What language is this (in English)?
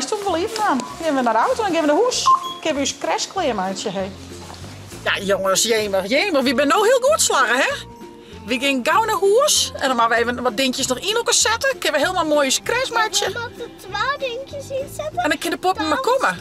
Western Frisian